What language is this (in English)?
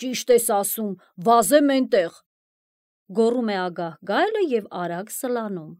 Armenian